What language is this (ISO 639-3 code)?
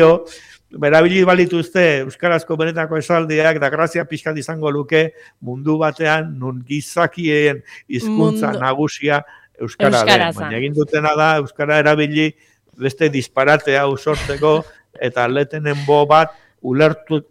eus